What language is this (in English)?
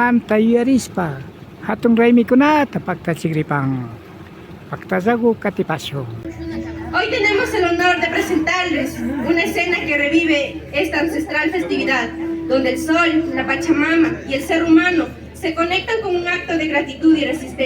Imbabura Highland Quichua